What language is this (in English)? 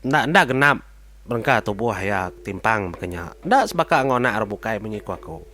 Iban